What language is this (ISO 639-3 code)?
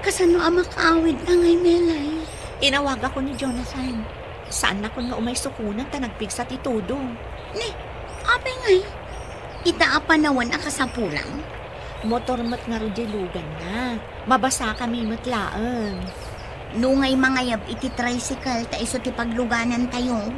ilo